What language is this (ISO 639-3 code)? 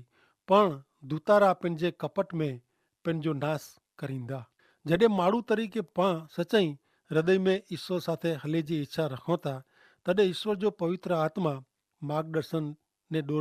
kfr